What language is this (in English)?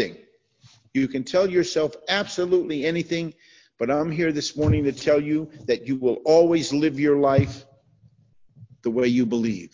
English